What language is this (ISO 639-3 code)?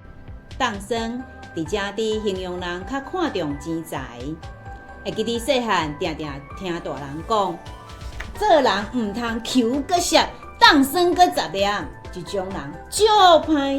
nan